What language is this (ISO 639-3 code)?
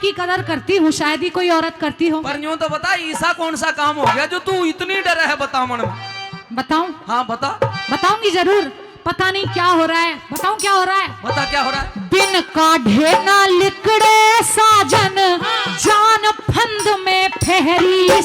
bgc